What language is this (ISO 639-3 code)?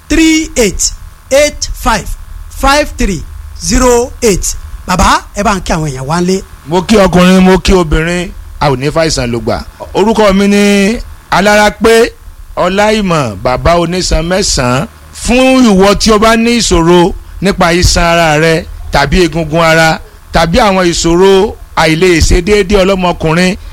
yor